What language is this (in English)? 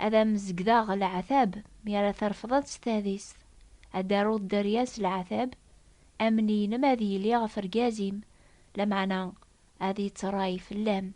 Kabyle